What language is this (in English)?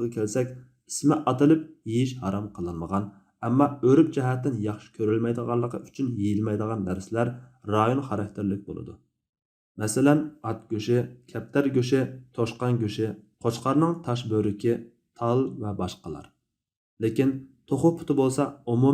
Uyghur